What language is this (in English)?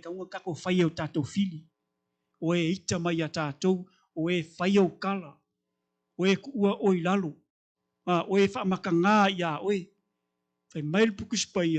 Samoan